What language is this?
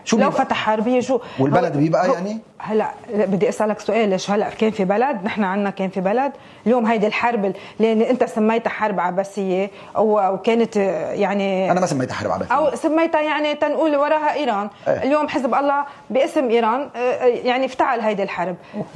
North Levantine Arabic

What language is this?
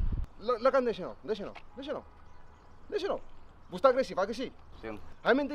Kabuverdianu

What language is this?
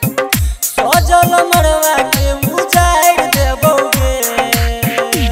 Bhojpuri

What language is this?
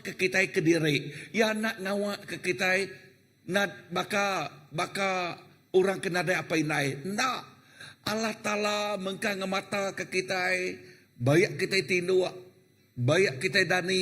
Iban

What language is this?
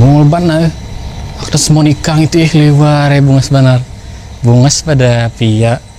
Banjar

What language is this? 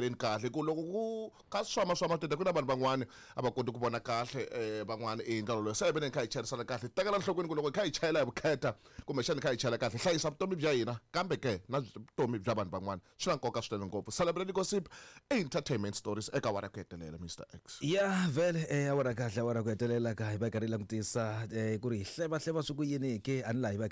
Tsonga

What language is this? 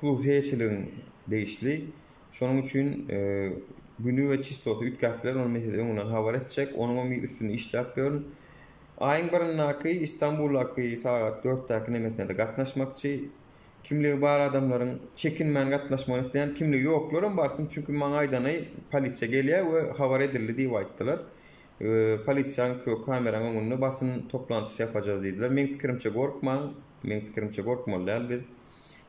Turkmen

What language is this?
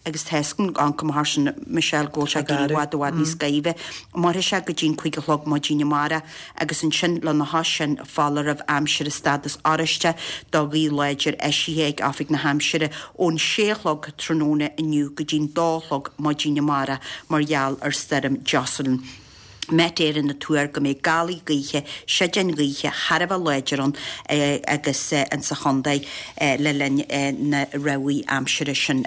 Irish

